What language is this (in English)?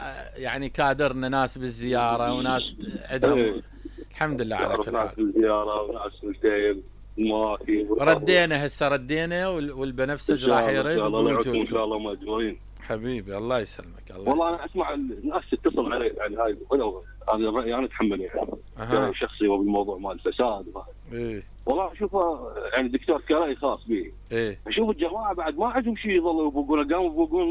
Mesopotamian Arabic